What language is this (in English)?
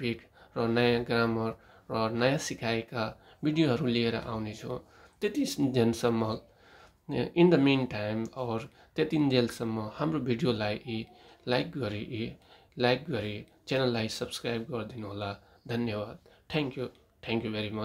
Nepali